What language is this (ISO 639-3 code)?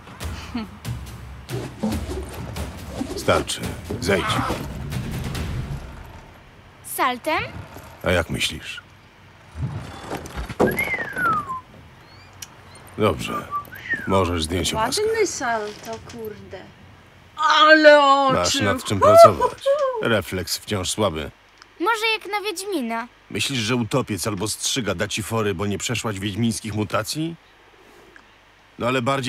pol